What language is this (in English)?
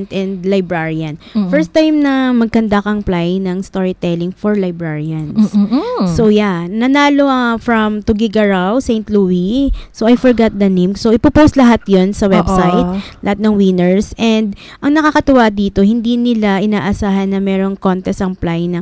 Filipino